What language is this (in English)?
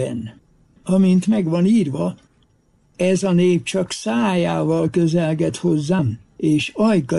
Hungarian